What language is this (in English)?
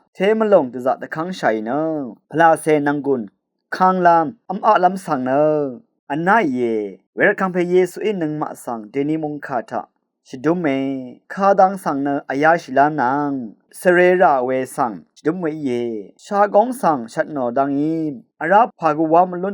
Rawang